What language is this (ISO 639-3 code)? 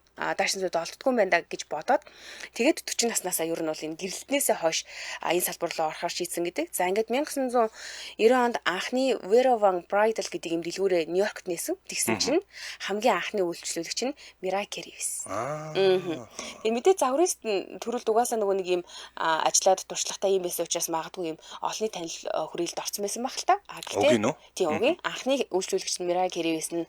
mon